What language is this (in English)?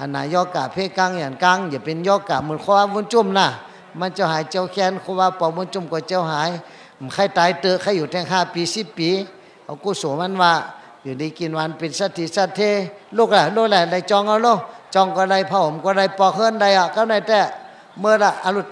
Shan